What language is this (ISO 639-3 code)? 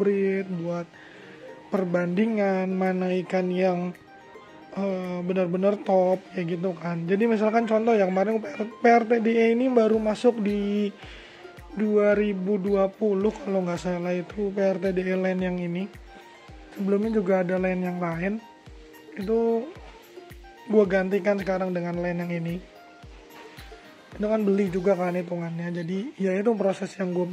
ind